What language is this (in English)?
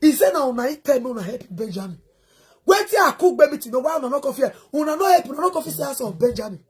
Nigerian Pidgin